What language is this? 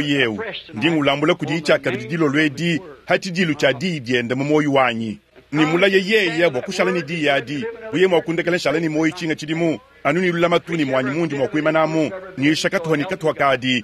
Luba-Lulua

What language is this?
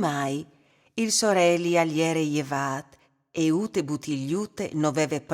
Friulian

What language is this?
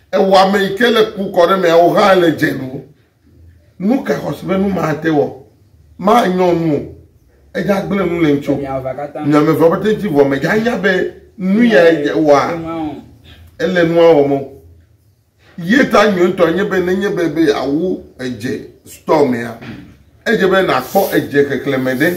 Ewe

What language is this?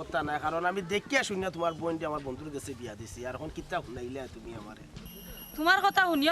Sylheti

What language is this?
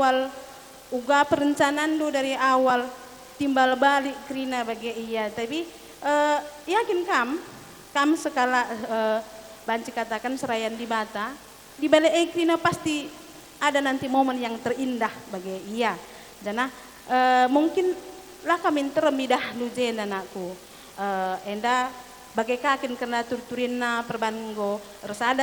Batak Karo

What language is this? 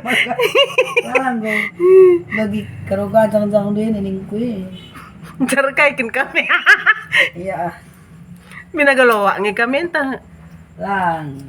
Batak Karo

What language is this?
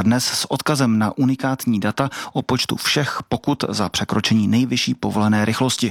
Czech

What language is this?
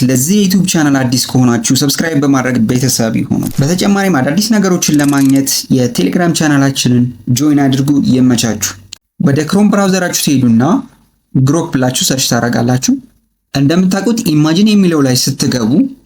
Amharic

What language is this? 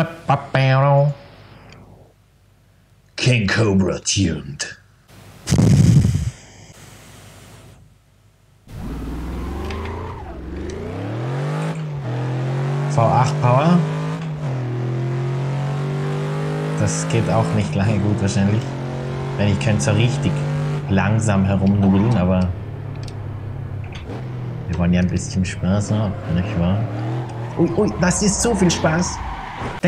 German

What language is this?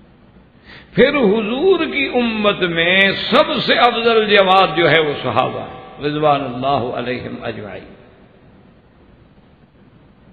Urdu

